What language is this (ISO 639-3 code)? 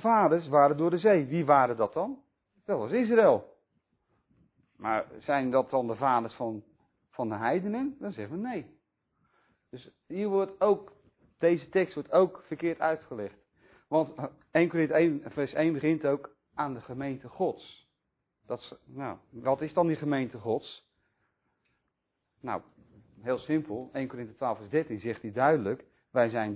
nld